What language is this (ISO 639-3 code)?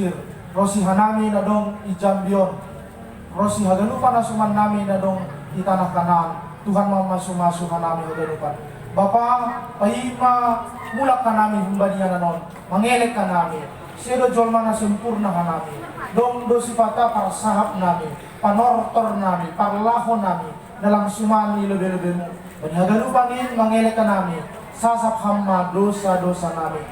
bts